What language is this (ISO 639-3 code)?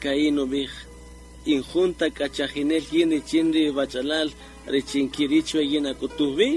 cak